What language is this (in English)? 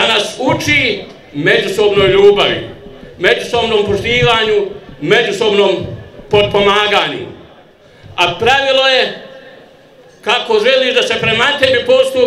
Bosnian